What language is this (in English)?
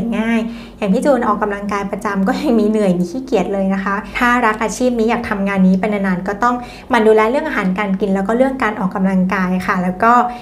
Thai